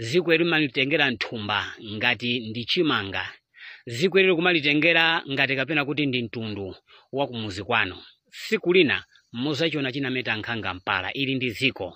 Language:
Nyanja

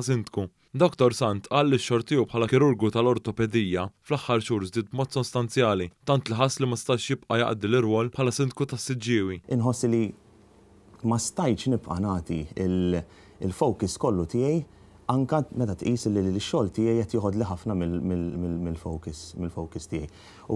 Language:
Maltese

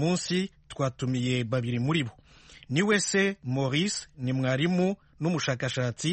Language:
Kinyarwanda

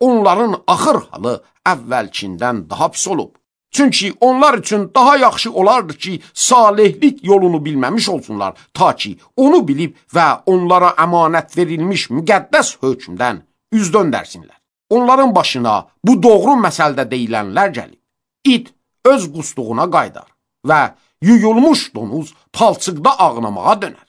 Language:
Azerbaijani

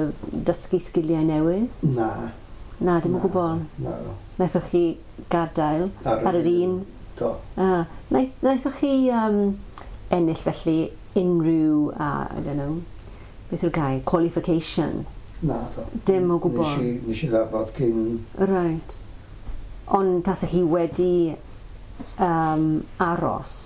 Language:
Welsh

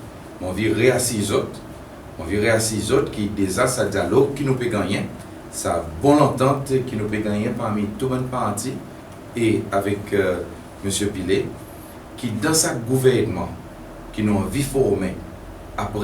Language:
Seselwa Creole French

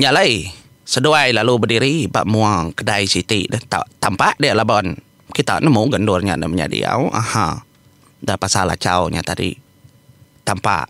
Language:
Iban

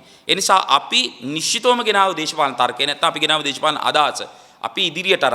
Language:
Sinhala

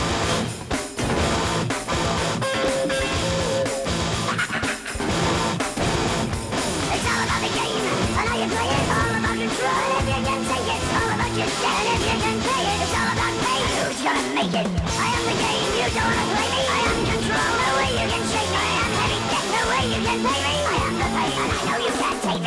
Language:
English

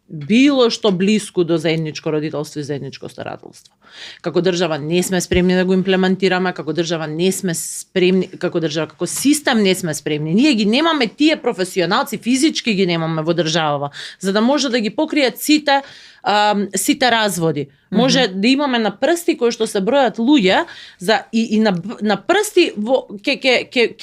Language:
Macedonian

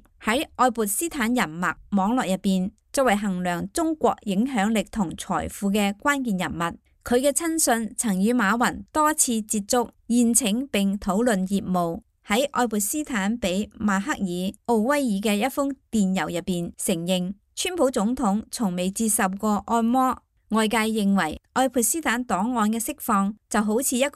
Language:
Cantonese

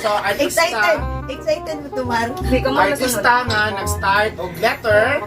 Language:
Cebuano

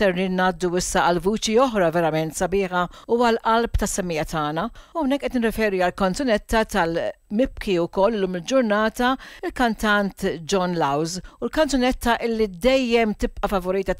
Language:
Maltese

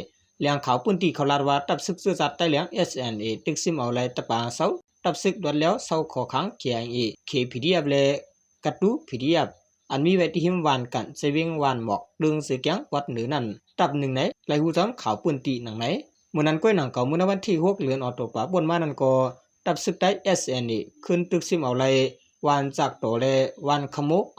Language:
Shan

